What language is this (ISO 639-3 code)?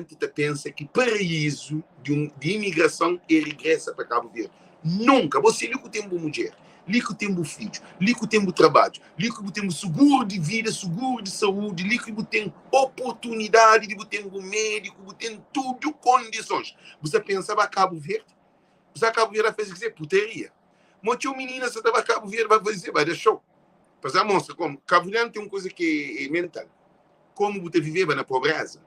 kea